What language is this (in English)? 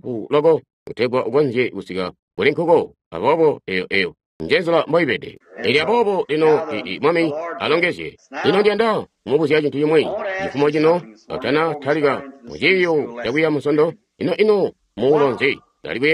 Tonga (Zambia)